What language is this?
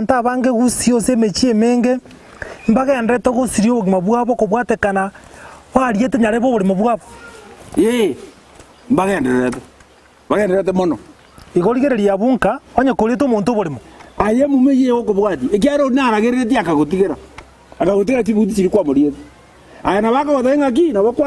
Gusii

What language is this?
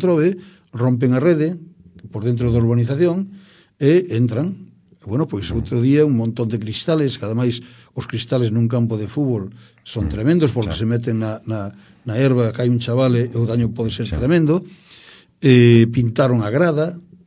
Galician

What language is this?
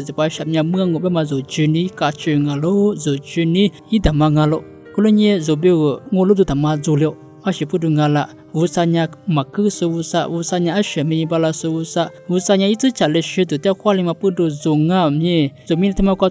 Lisu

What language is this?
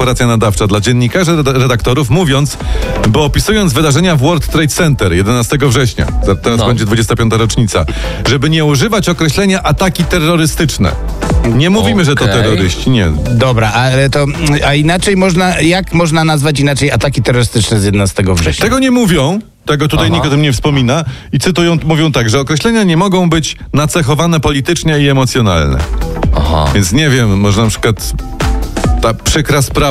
Polish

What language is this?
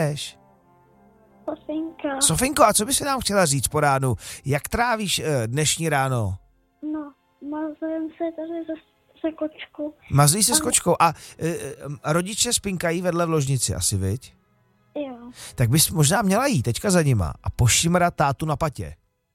Czech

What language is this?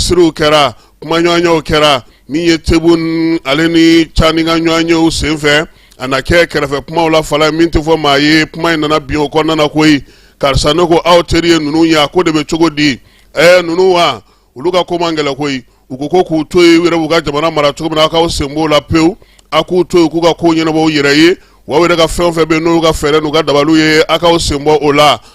Bambara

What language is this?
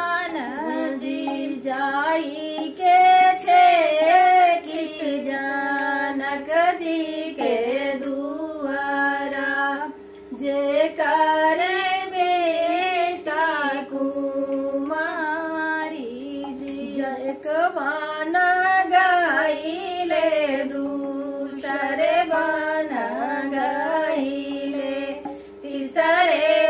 Bhojpuri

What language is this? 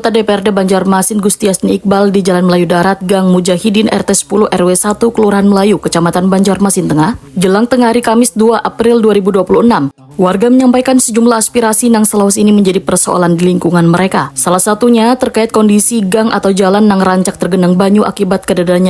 Banjar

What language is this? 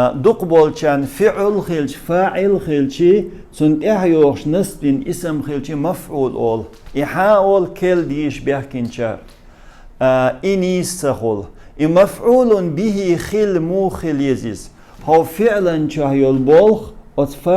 Chechen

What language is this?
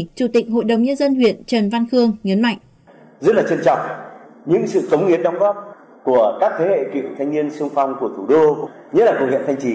Vietnamese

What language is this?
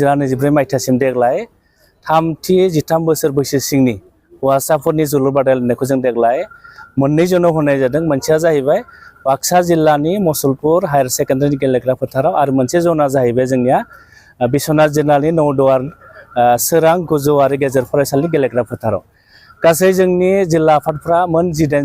Bodo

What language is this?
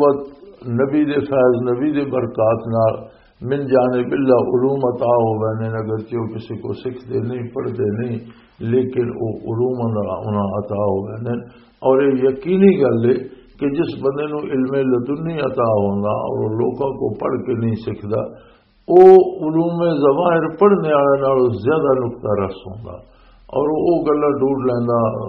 Western Panjabi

